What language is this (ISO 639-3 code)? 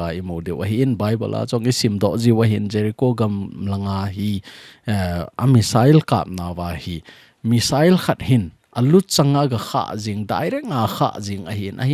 tcz